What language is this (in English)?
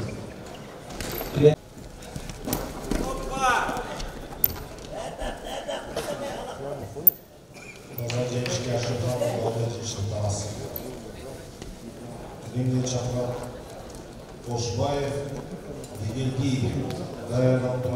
Kazakh